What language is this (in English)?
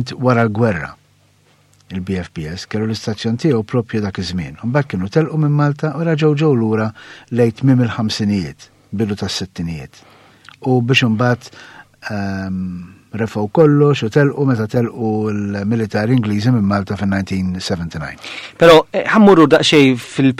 Maltese